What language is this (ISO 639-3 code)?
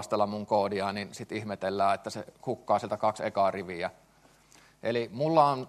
fin